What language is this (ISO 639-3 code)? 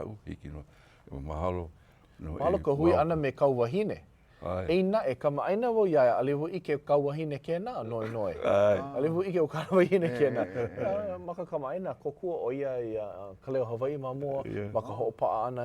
haw